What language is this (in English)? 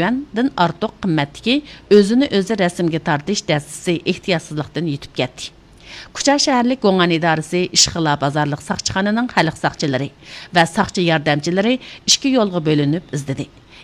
Uyghur